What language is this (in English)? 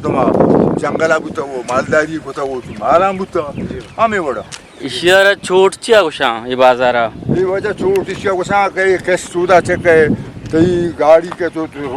Eastern Balochi